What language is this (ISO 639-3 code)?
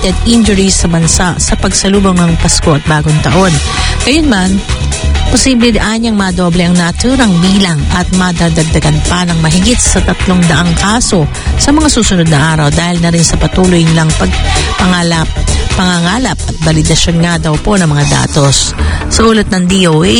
fil